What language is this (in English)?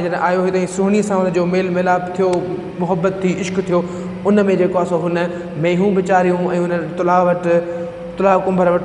Sindhi